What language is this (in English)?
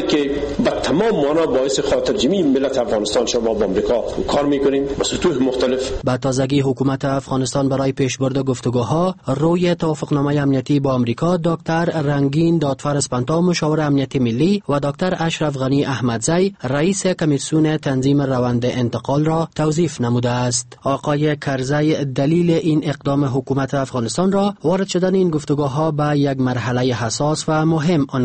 Persian